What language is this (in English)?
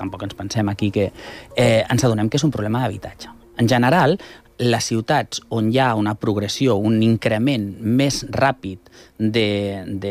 Catalan